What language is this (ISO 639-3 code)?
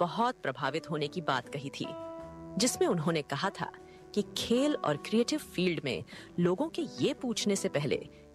hin